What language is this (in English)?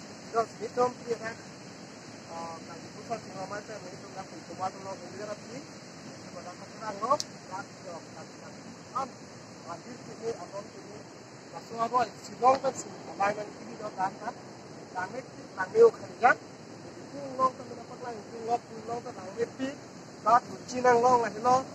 Karbi